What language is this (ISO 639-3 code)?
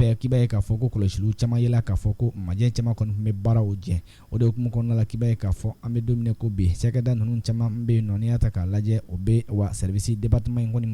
bam